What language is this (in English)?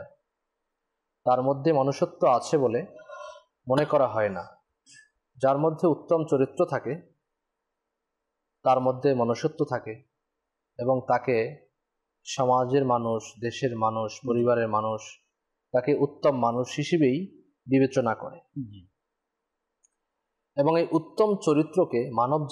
Bangla